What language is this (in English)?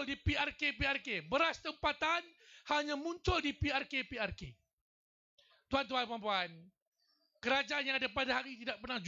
Malay